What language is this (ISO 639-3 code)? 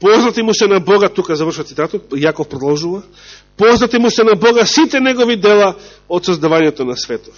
mkd